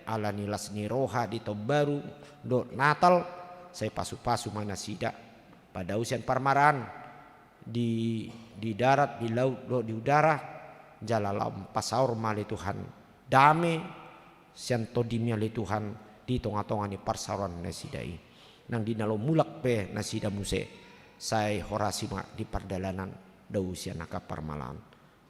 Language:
Batak Toba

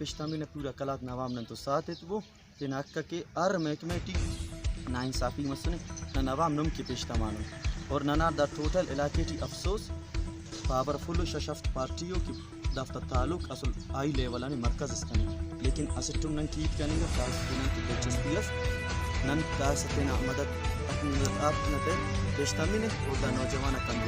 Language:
Brahui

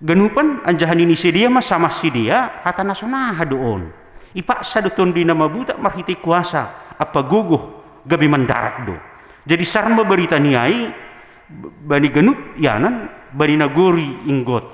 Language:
Batak Simalungun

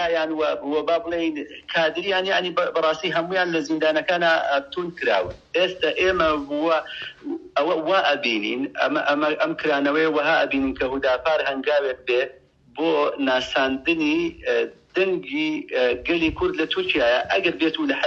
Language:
Central Kurdish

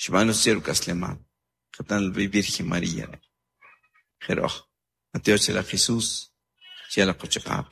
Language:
Kʼicheʼ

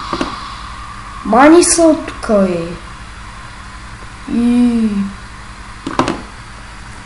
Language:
Bulgarian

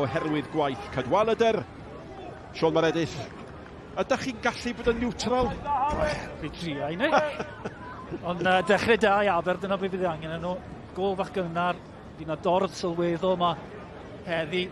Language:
Welsh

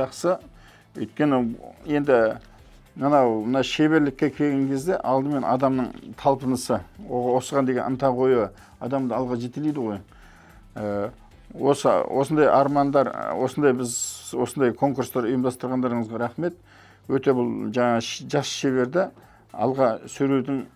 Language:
Kazakh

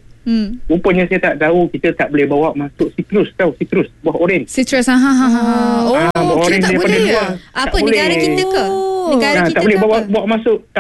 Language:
Malay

